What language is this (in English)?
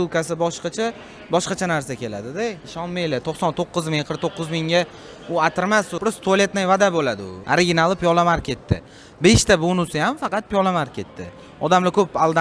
Uzbek